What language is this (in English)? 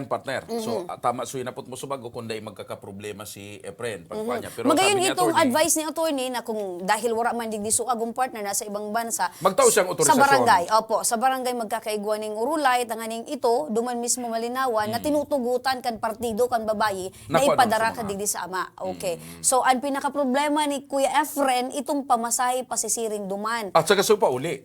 Bikol